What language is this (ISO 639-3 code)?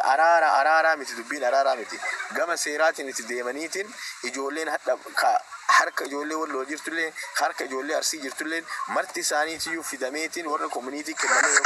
orm